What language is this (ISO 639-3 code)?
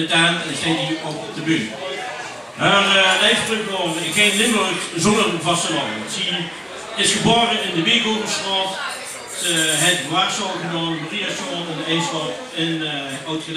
lim